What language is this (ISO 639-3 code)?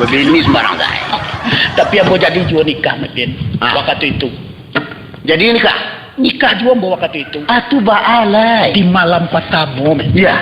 min